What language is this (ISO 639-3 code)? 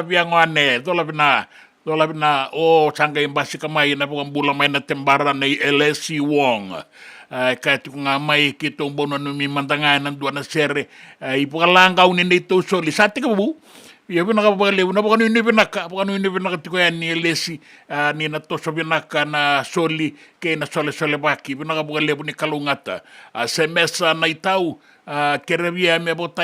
fij